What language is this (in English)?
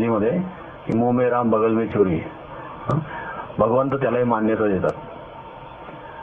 Marathi